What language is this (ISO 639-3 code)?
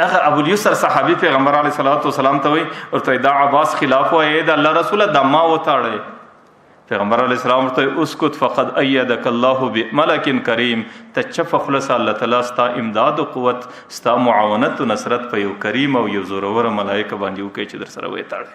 pus